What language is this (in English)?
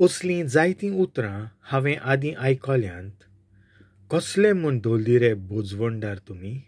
Konkani